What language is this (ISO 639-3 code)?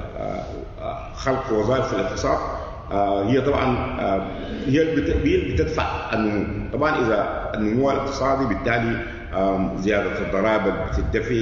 apd